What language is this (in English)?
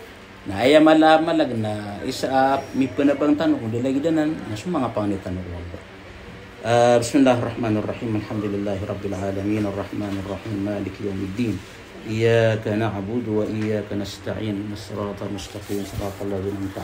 Maranao